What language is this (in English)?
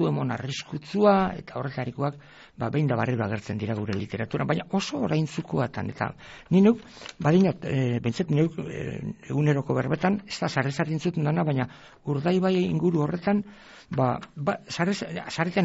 Basque